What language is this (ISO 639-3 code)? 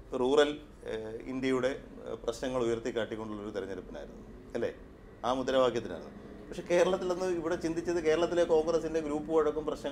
mal